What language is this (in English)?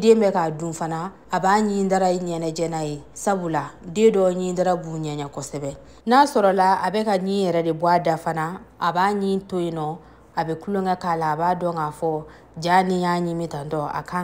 Bambara